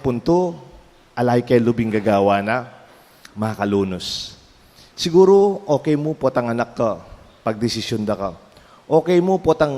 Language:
Pampanga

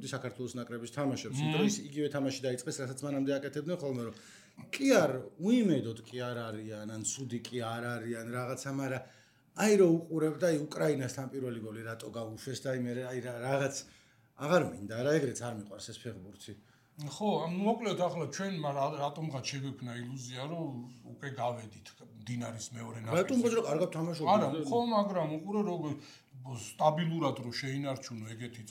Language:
Georgian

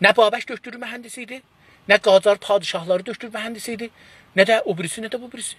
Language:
South Azerbaijani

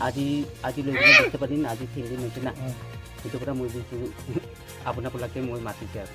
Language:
Karbi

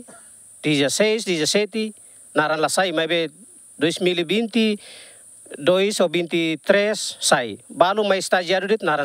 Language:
Tetum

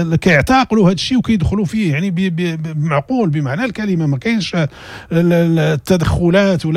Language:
Moroccan Arabic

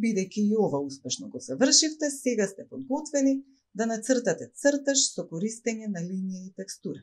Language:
Macedonian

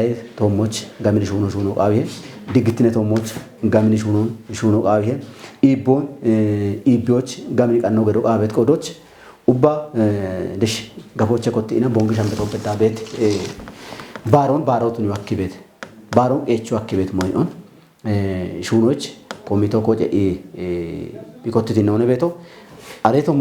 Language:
Kafa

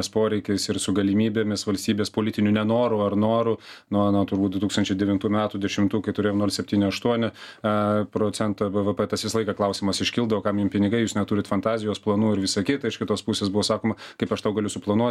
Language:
Lithuanian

